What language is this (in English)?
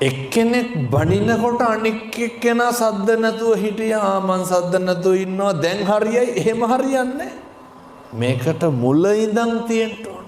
Sinhala